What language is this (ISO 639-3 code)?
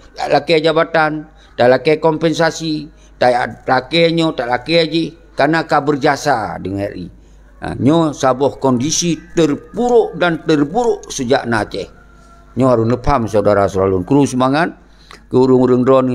ace